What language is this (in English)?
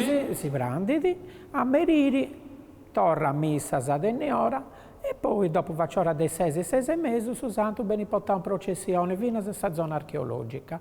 Sardinian